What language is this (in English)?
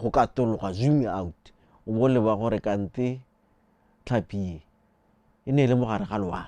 Tswana